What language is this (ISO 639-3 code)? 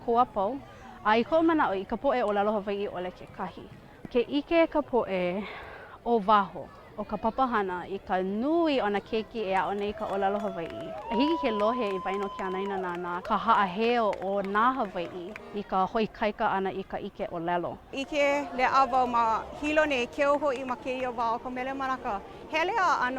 haw